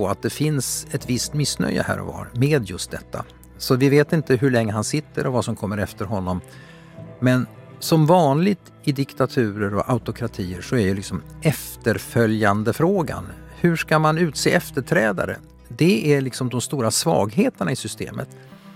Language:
Swedish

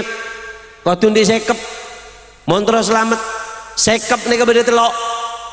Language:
Madurese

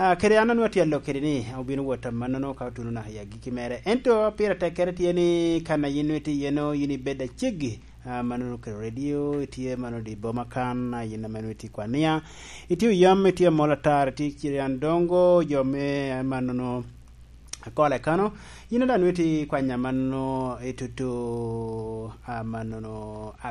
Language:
Lango (Uganda)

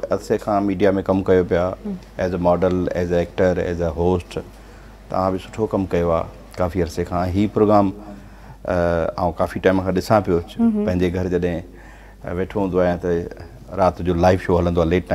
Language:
Sindhi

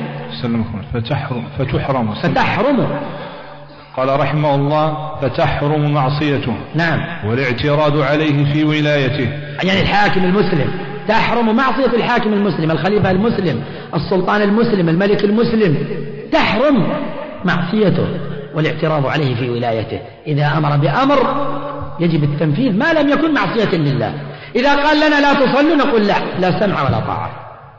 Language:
Arabic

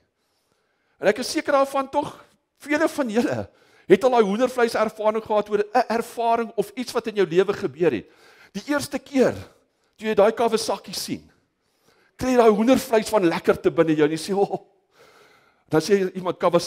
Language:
Afrikaans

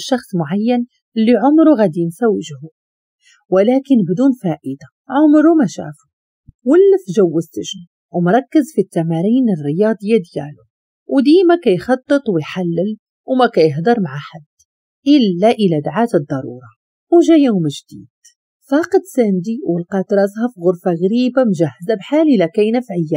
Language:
Moroccan Arabic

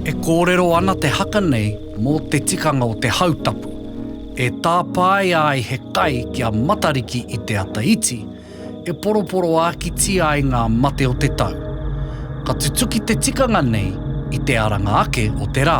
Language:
Māori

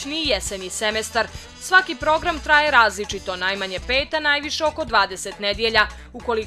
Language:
Serbian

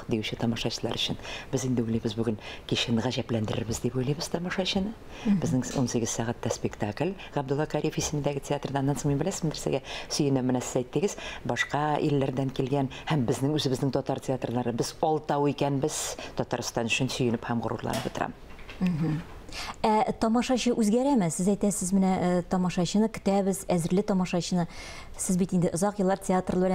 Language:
Tatar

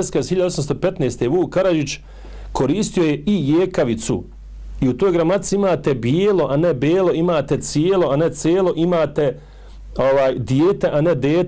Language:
Bosnian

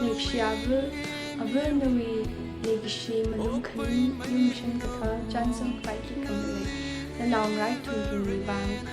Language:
Tangkhul Naga (India)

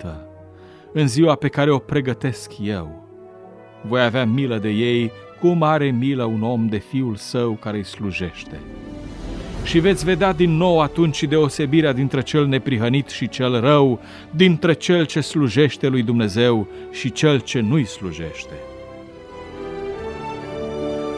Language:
Romanian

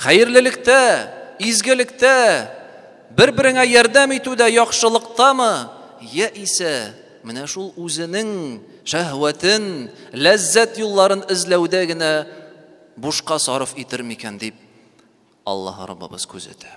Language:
Tatar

